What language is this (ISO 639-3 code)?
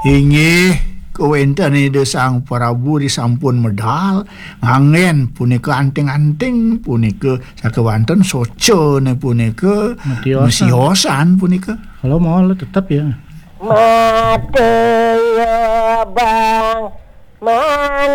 ban